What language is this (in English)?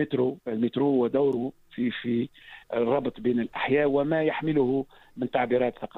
Tunisian Arabic